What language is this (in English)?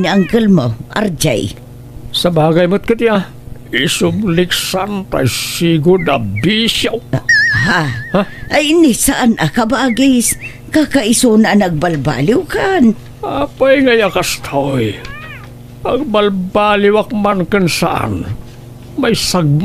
Iloko